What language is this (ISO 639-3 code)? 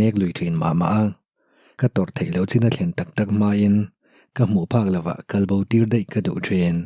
lus